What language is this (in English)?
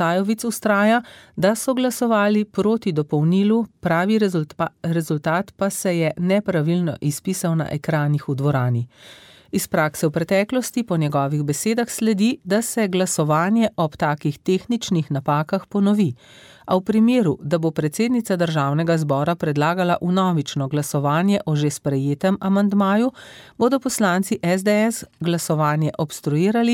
Slovenian